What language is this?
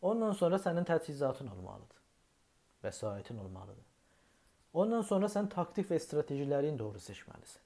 South Azerbaijani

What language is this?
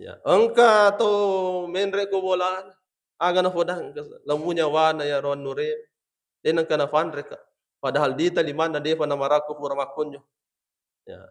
Buginese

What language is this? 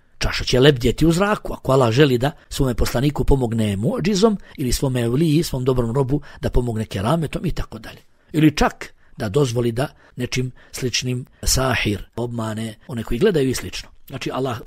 Bosnian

